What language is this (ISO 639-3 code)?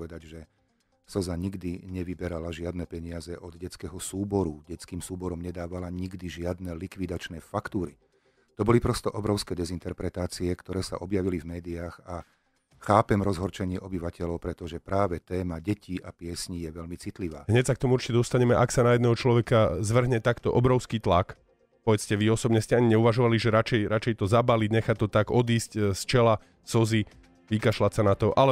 slk